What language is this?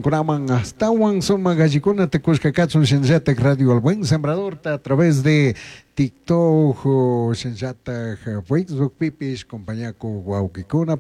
Chimborazo Highland Quichua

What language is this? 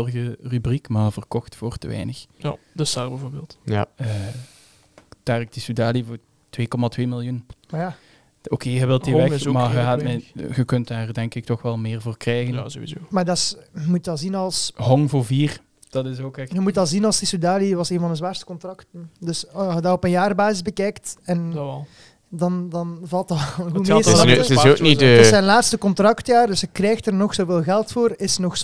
Dutch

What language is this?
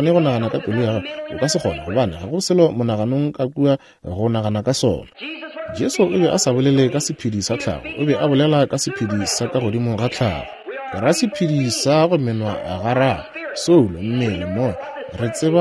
Northern Sotho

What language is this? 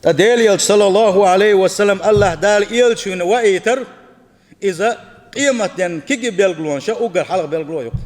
Chechen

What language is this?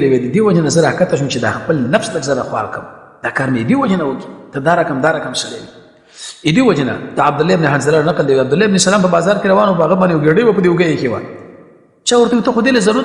Pashto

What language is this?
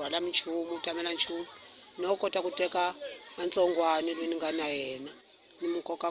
Tsonga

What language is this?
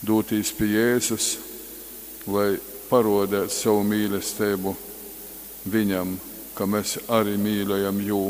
Latgalian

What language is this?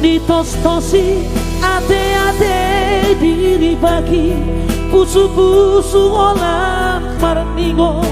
Batak Toba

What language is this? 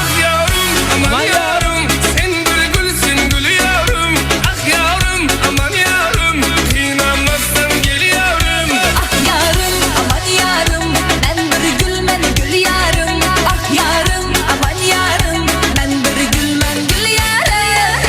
Kara-Kalpak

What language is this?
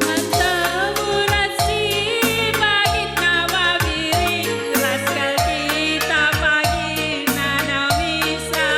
Batak Karo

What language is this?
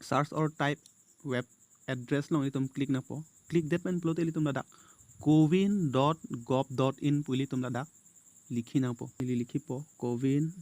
Karbi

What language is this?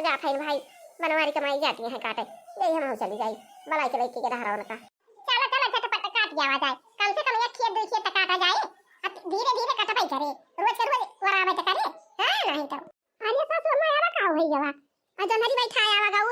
Awadhi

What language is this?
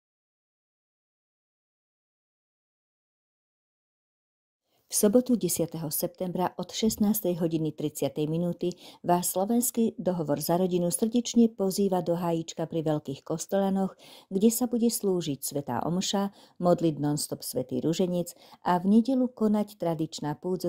Slovak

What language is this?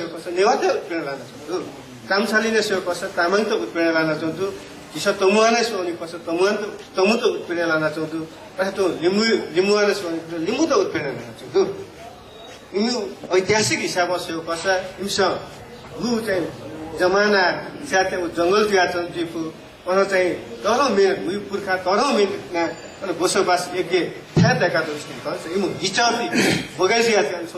Newari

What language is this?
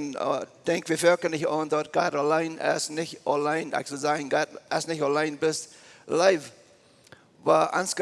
Plautdietsch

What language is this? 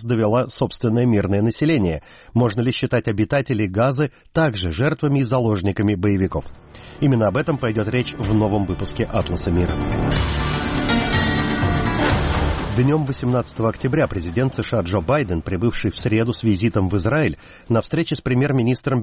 Russian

